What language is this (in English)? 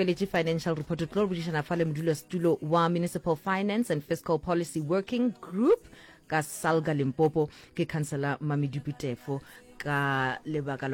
Northern Sotho